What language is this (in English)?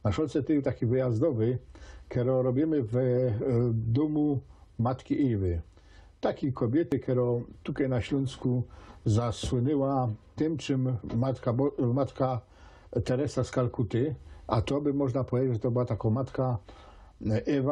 Silesian